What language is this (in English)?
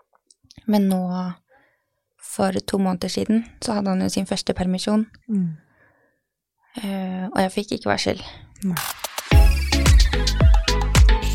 Norwegian